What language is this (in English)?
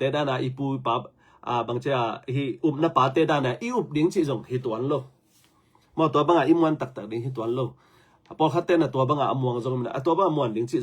Tedim Chin